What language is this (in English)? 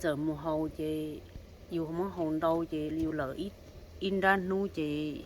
Hmong